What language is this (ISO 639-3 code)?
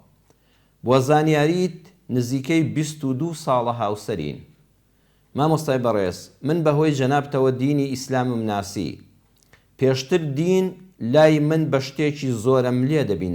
ckb